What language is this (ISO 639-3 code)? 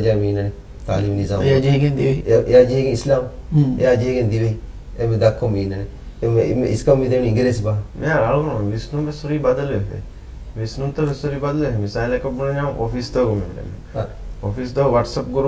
div